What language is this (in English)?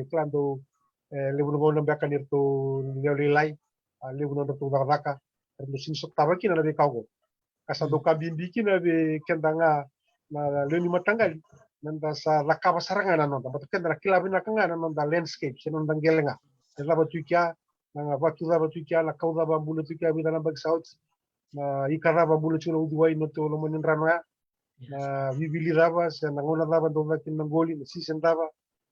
Fijian